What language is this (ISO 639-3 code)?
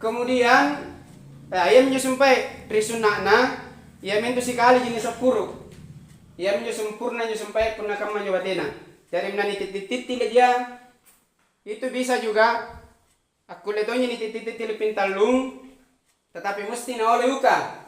mak